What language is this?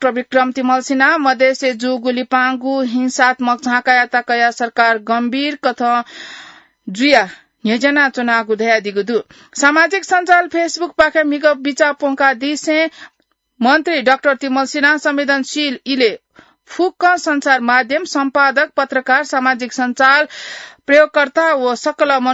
Newari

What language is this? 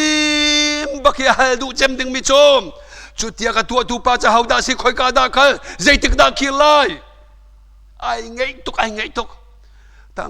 Hakha Chin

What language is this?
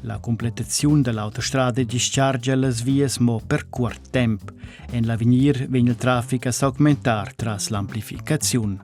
Romansh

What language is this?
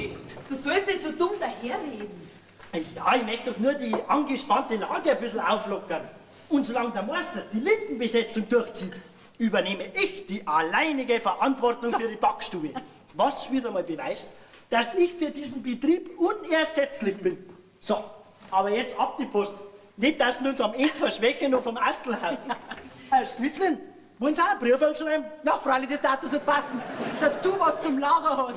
Bavarian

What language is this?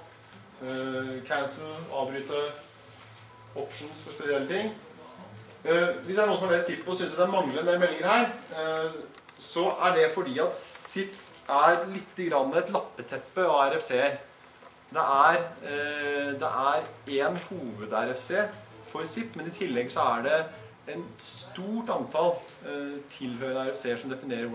Norwegian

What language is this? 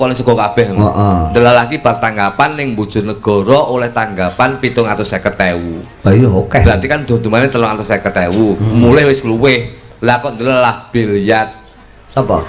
Javanese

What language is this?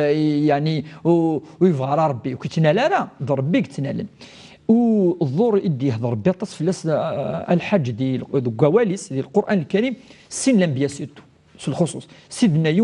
Kabyle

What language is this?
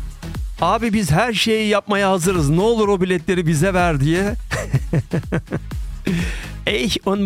Turkish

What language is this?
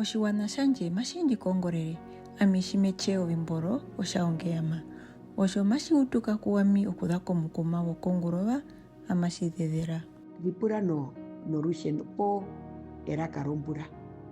Herero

